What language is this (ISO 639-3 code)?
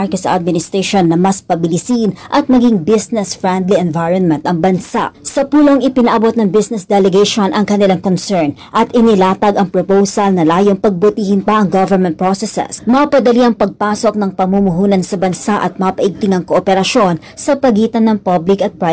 fil